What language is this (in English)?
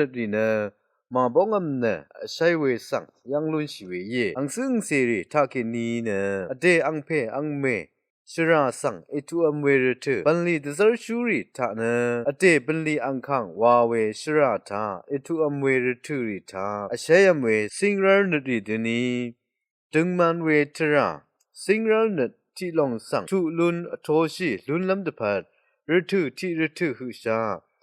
Rawang